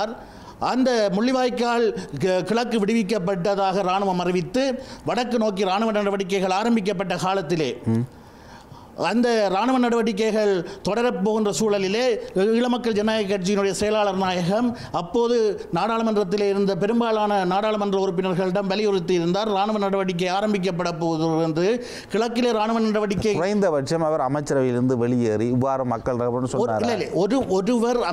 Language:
Tamil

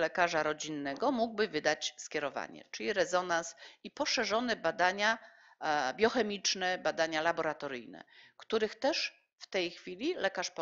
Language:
Polish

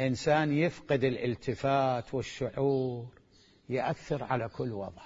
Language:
Mesopotamian Arabic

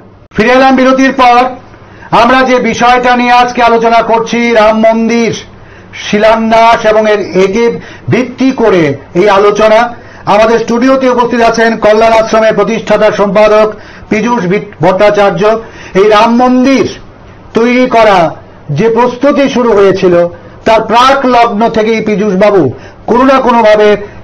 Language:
Bangla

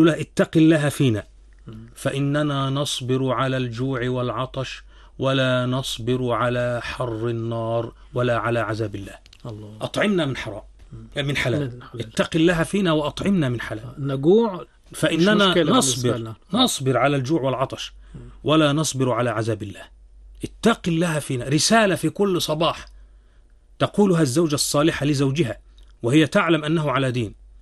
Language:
Arabic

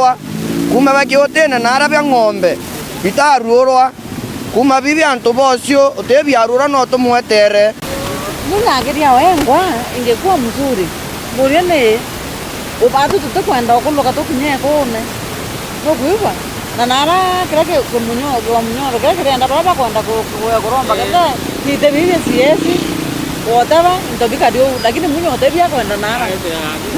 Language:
Meru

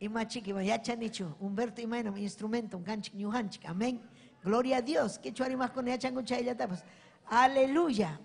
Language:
Ayacucho Quechua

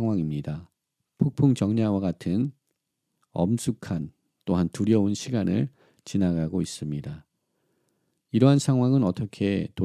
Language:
Korean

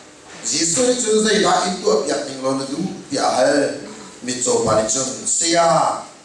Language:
Hakha Chin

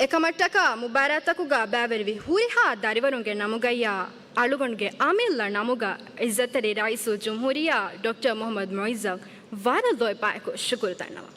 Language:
Divehi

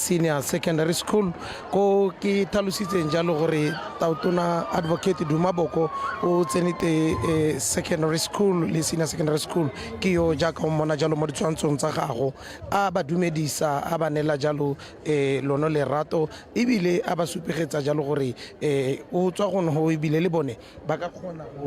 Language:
Tswana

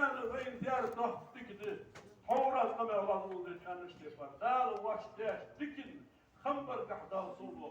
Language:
Ingush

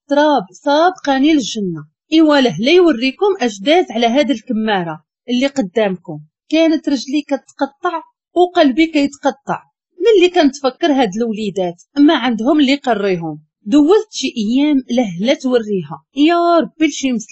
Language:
Moroccan Arabic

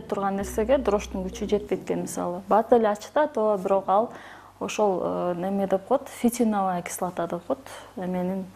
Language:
Kyrgyz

